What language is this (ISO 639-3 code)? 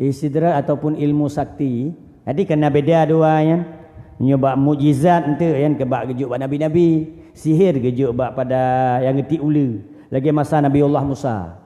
ace